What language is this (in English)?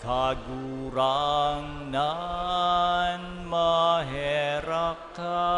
Bikol